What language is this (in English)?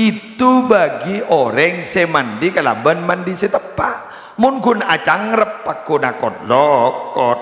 Madurese